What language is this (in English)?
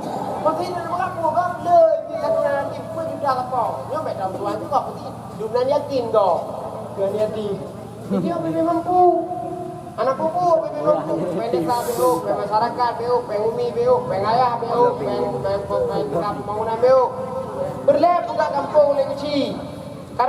Achinese